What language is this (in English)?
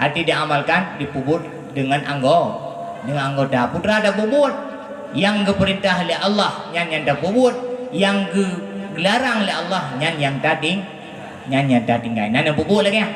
Achinese